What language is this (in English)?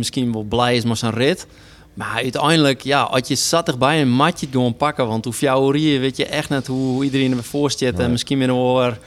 Western Frisian